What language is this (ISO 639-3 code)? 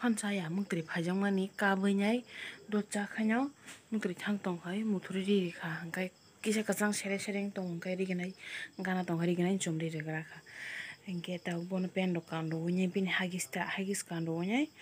trp